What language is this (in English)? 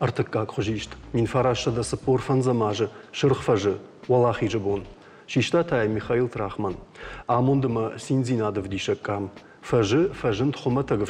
Ossetic